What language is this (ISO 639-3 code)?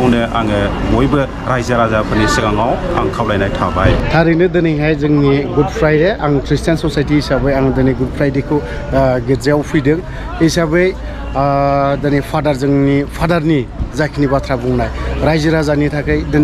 brx